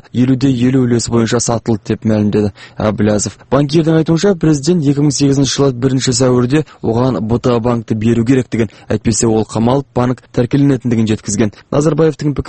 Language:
Kazakh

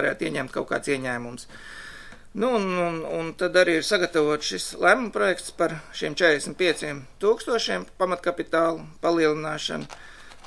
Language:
Latvian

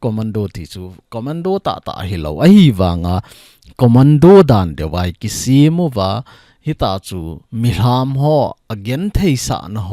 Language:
Thado Chin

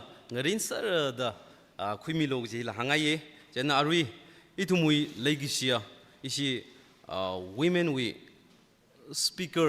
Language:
Tangkhul Naga (India)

